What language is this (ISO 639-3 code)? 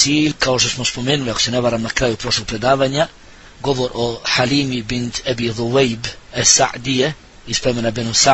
bos